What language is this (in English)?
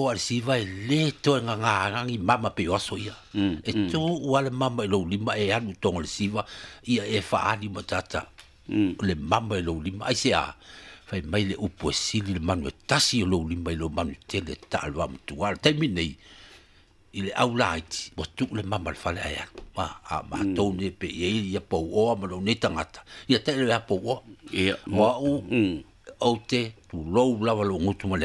Samoan